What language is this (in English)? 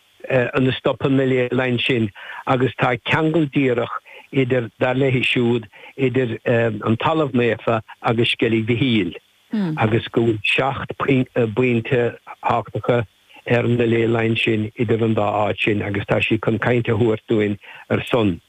Irish